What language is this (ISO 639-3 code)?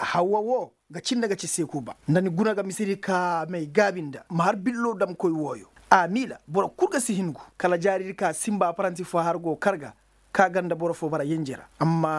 ses